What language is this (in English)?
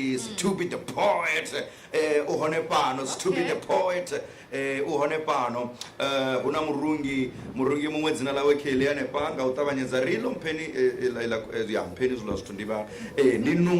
Venda